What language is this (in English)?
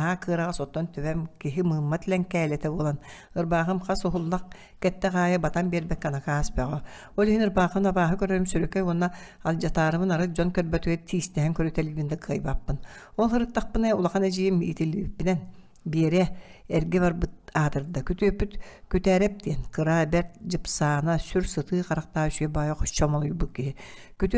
Yakut